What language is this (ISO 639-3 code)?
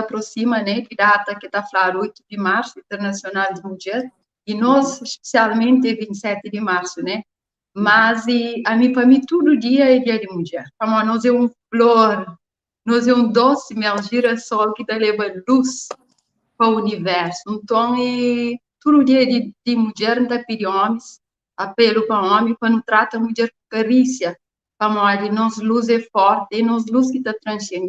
kea